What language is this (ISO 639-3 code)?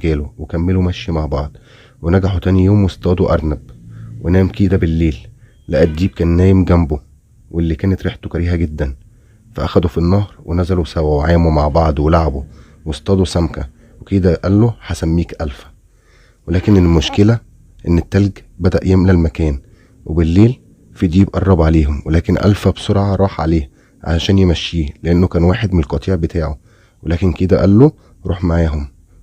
arz